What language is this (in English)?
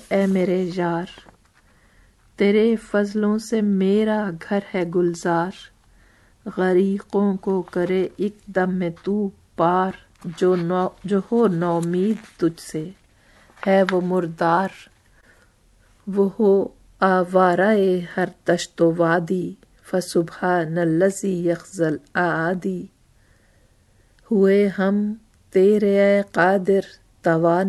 Urdu